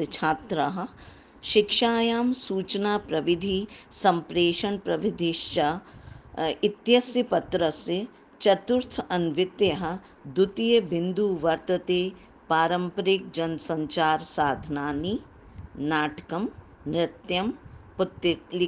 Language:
Sanskrit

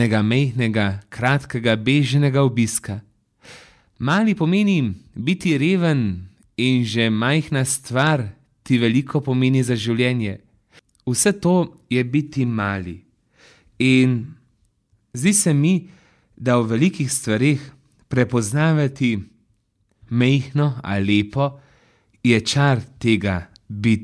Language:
Slovenian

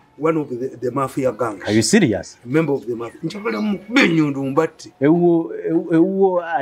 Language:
English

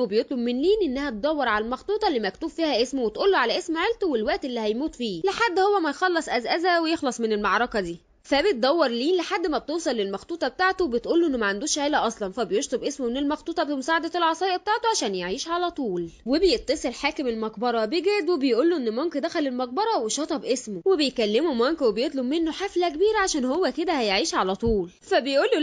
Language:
Egyptian Arabic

